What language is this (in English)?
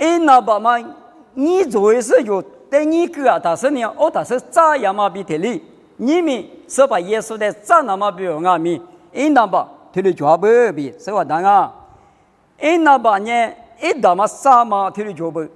Lisu